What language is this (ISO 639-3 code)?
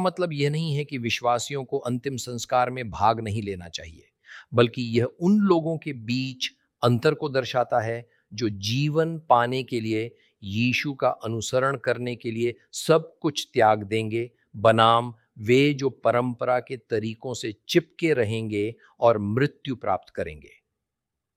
hin